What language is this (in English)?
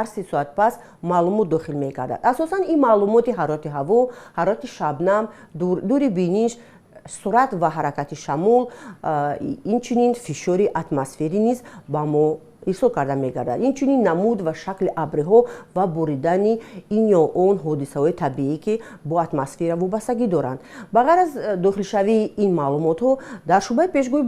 Tajik